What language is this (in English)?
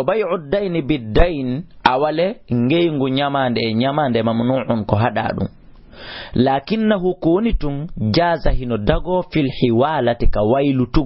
Fula